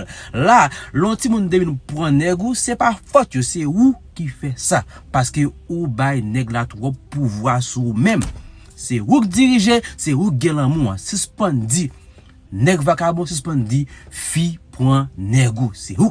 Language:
Haitian Creole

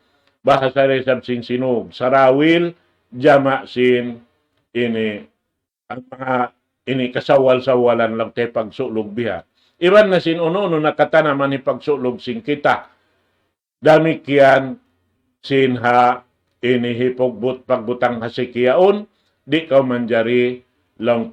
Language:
Tausug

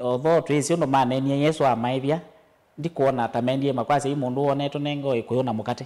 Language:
Kamba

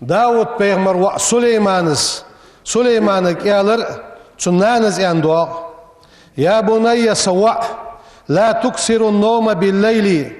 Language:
Ingush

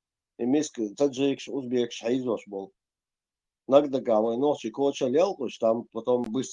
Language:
Chechen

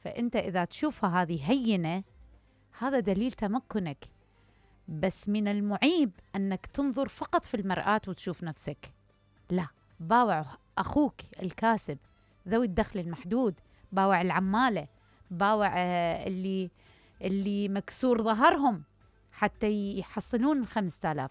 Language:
Mesopotamian Arabic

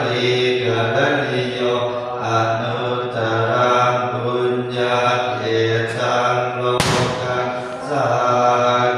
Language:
Pali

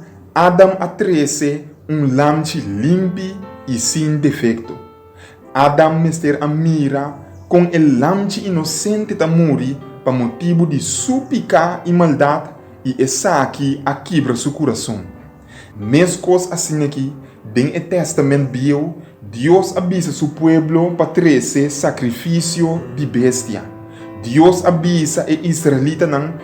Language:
Papiamento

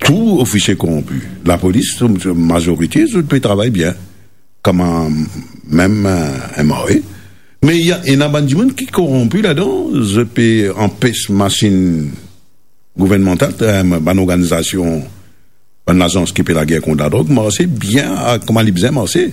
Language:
Morisyen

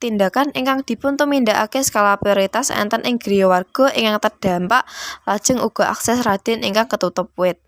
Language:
Javanese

